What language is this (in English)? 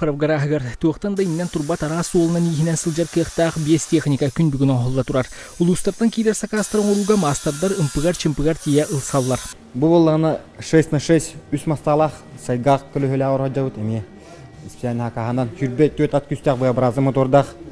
Yakut